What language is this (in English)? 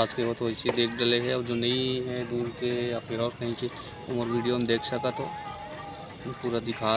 Chhattisgarhi